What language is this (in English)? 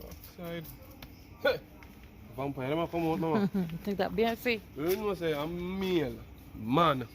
Jamaican Creole English